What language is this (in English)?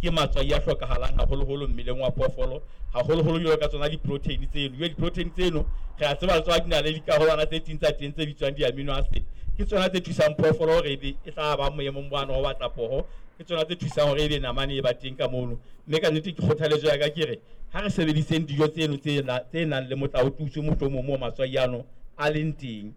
Southern Sotho